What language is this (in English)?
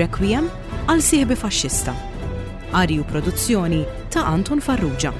Maltese